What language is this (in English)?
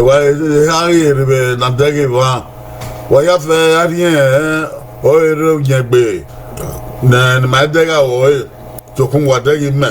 Bini